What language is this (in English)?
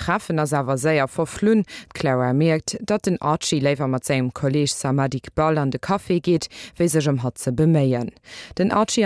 Luxembourgish